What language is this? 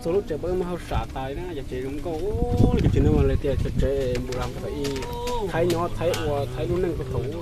Hmong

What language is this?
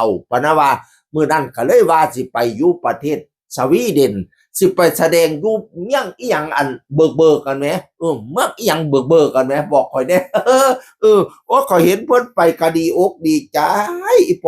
Northeastern Thai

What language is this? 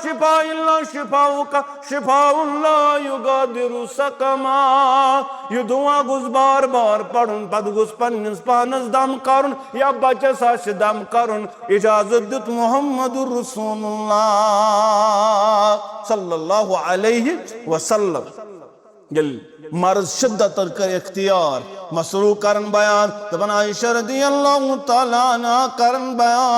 Kashmiri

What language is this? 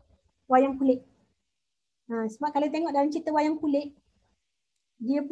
Malay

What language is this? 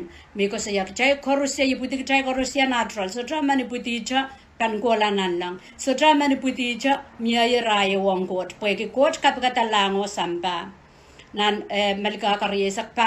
Pohnpeian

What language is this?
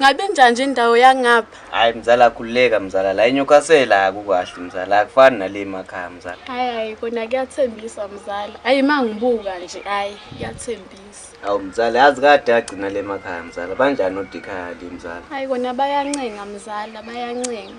Zulu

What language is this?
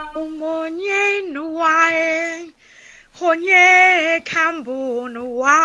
Igbo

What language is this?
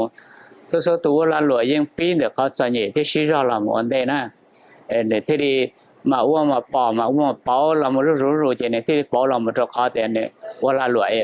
Hmong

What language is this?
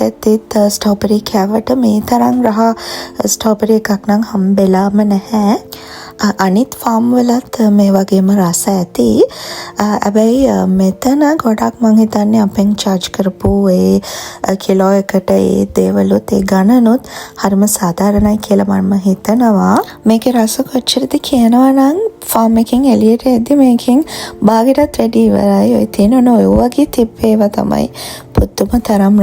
Sinhala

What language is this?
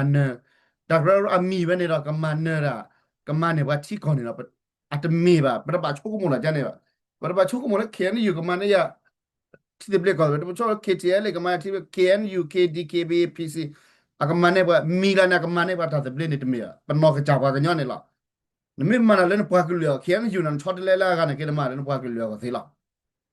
S'gaw Karen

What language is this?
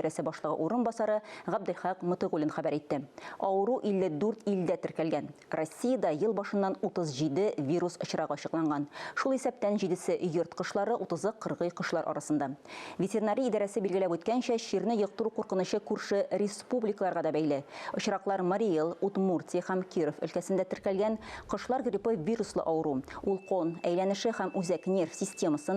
Tatar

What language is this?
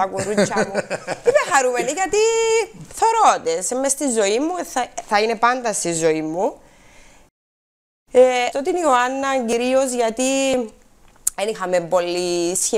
Greek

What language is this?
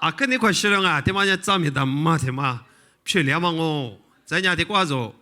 Lisu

